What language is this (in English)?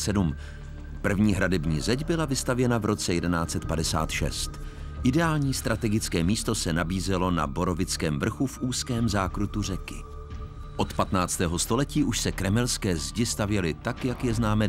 Czech